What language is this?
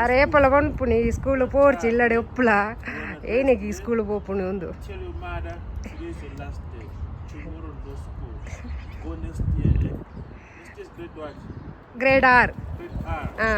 Tulu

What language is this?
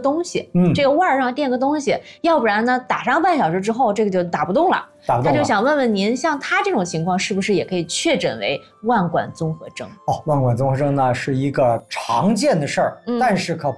Chinese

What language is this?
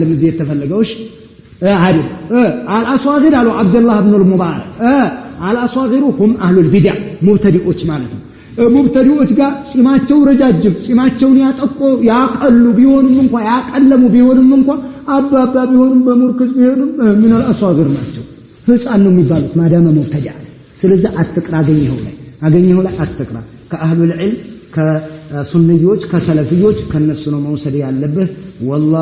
Amharic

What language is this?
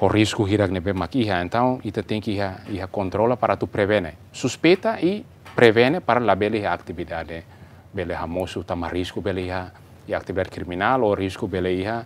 Tetum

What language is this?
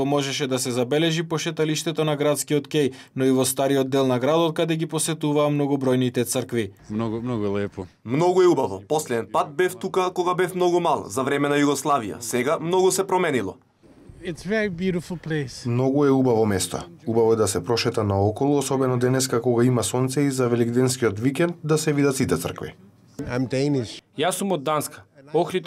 Macedonian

